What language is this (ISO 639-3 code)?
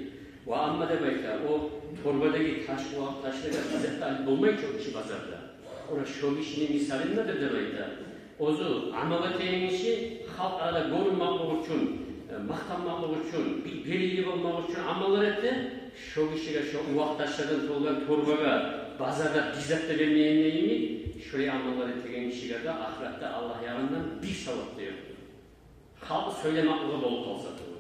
kum